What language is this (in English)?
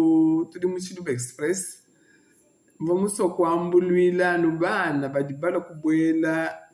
Luba-Lulua